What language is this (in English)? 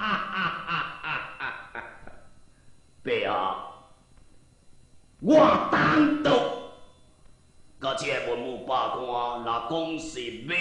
Min Nan Chinese